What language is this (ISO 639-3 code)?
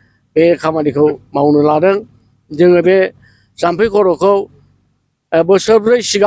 brx